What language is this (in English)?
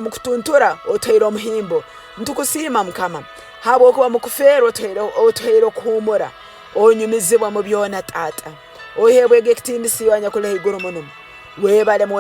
Tooro